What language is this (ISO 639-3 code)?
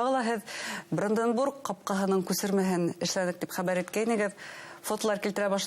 bak